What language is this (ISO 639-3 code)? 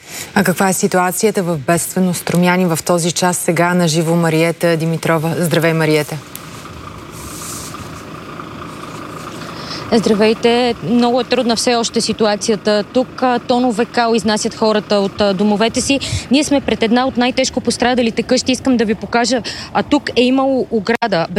bul